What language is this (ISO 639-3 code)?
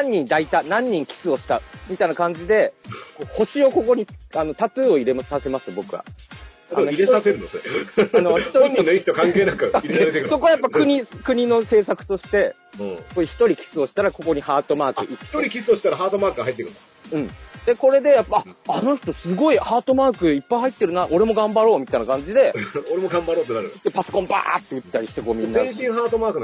jpn